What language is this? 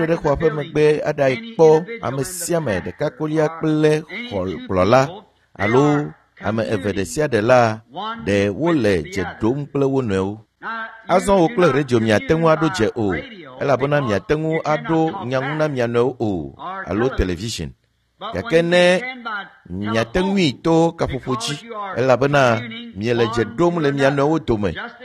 Ewe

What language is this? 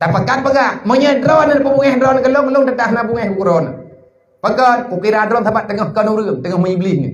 Achinese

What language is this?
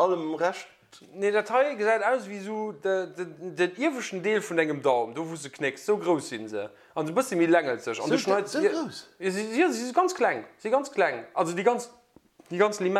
Luxembourgish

